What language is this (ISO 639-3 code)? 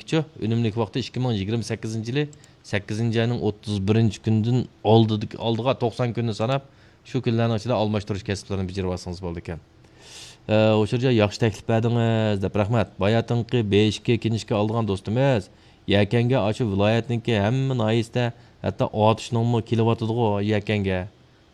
uig